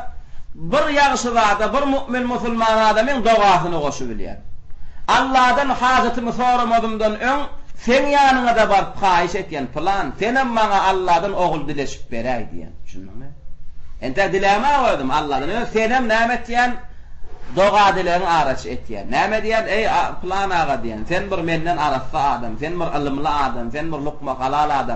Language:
Turkmen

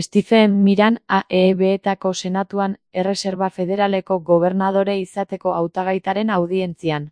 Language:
Basque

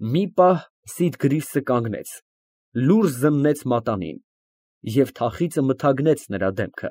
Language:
Armenian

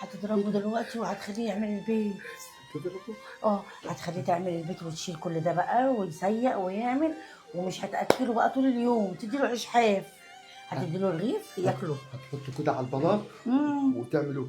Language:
Egyptian Arabic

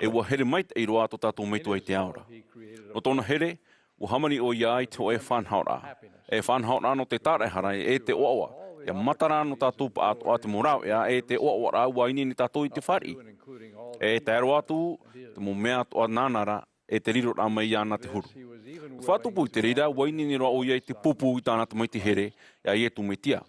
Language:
Tahitian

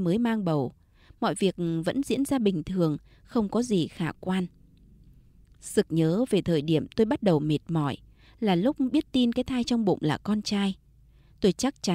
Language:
Vietnamese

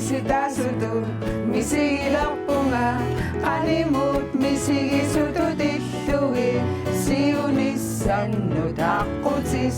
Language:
Kalaallisut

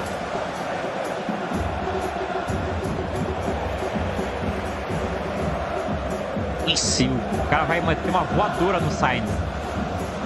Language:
Portuguese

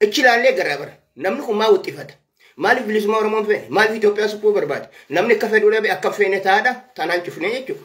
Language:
Oromo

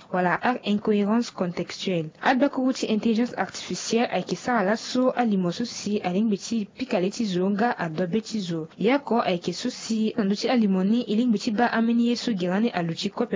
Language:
Sango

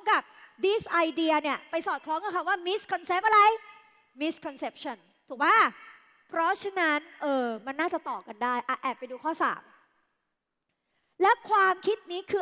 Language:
Thai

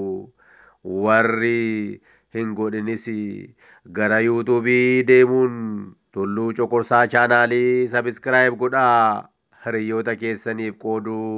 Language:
Oromo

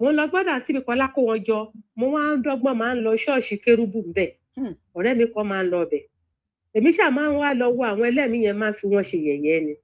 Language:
Yoruba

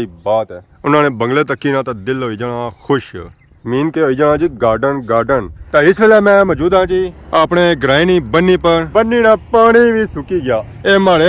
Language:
Pahari-Potwari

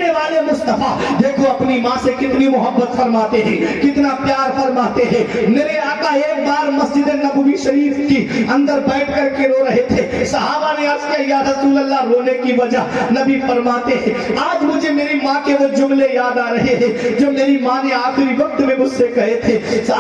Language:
Urdu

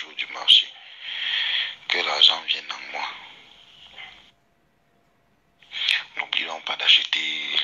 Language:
French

